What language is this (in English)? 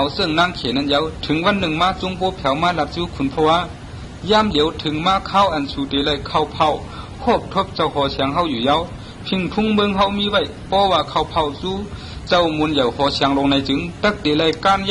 Shan